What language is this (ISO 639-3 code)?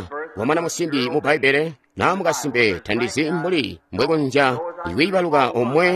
toi